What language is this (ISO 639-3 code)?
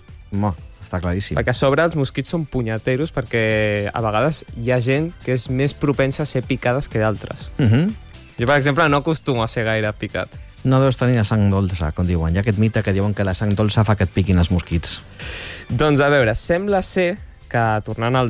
cat